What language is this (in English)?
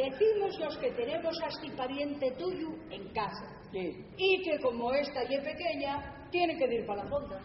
Asturian